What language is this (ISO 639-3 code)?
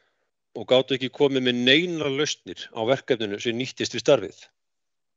isl